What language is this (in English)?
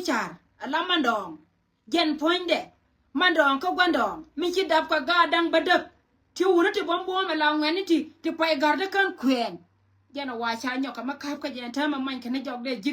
Nuer